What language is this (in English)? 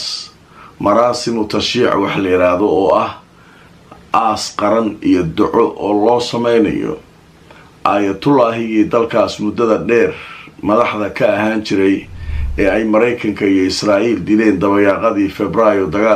Somali